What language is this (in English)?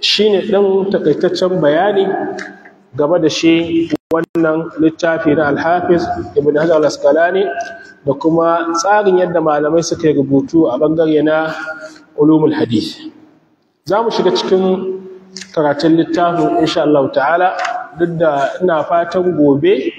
Hausa